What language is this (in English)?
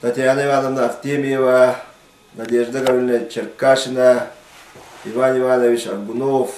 Yakut